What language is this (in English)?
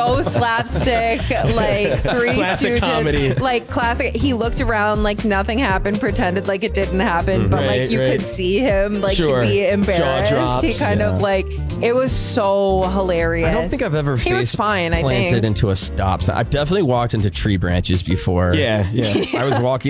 English